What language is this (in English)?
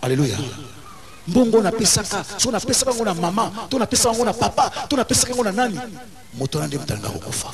Lingala